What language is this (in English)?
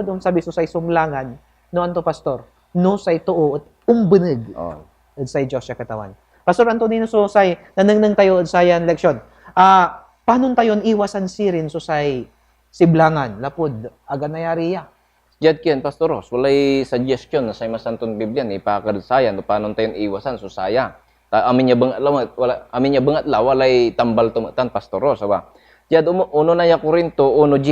Pangasinan